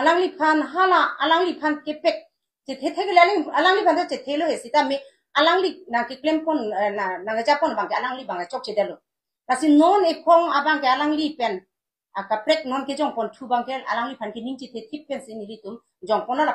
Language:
Karbi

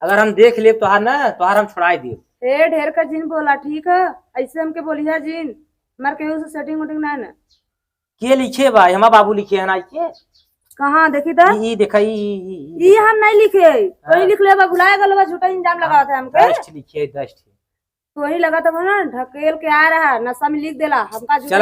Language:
Awadhi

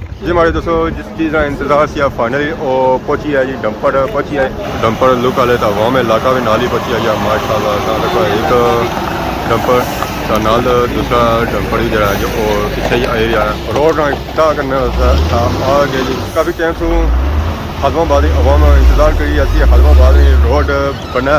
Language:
Pahari-Potwari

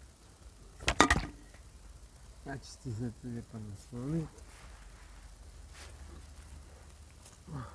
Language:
Croatian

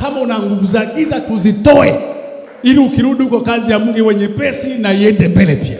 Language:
Swahili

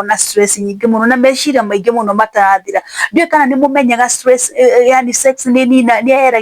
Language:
Kikuyu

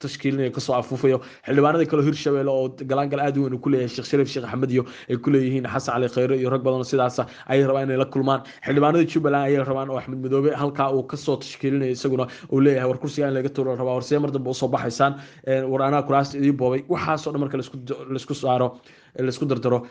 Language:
Somali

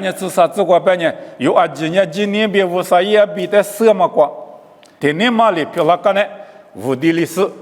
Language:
Lisu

